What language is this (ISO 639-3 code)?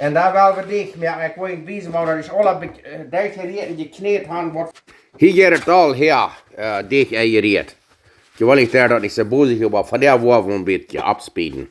pdt